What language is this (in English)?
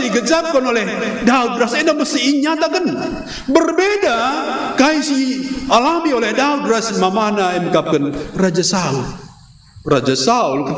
Batak Karo